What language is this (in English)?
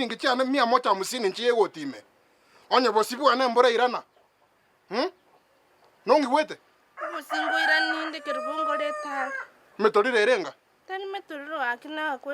Gusii